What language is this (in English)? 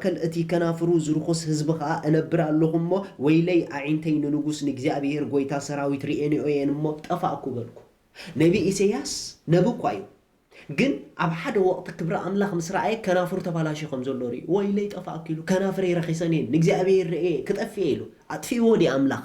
Tigrinya